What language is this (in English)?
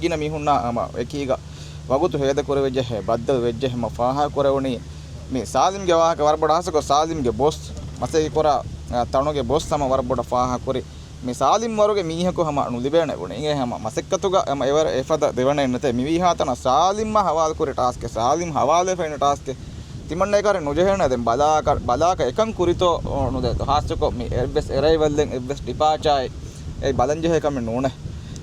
Divehi